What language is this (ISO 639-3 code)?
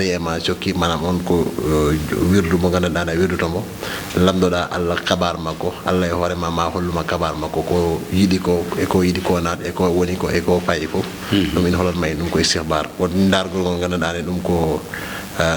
ful